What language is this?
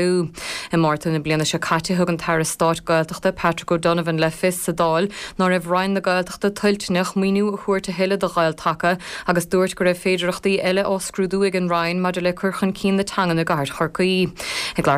Irish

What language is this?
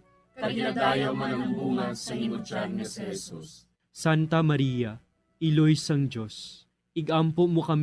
Hiligaynon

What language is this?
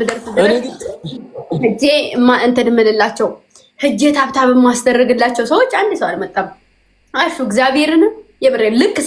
Amharic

